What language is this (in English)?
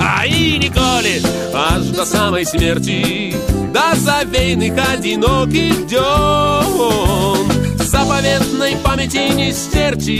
Belarusian